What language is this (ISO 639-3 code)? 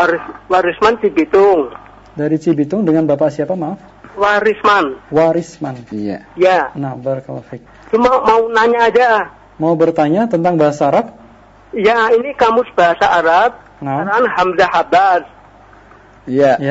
ind